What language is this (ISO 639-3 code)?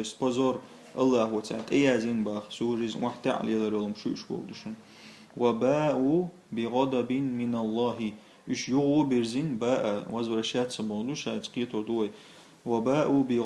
che